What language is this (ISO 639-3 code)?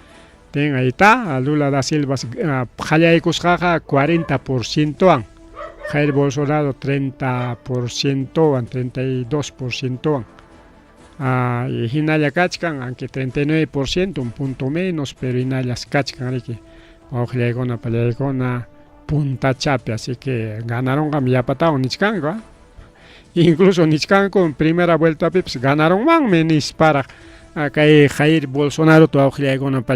quy